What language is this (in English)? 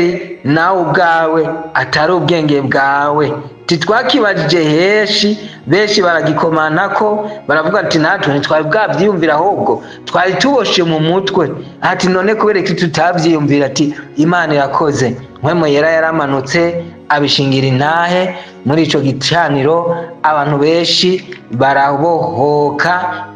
Rundi